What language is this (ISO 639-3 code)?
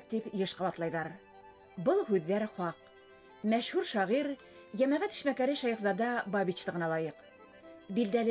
bak